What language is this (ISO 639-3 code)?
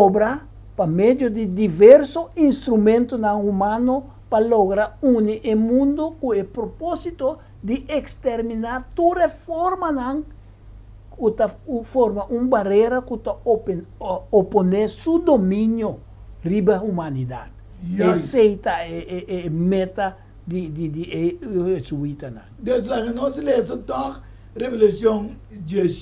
pap